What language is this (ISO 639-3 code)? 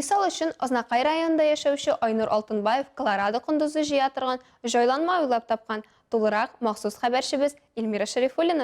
tat